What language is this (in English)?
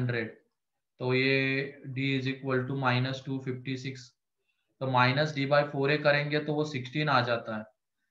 Hindi